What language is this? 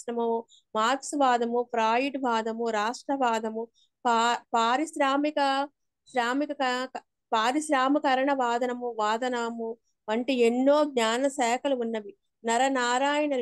Telugu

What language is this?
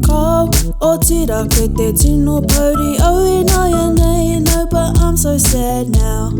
Māori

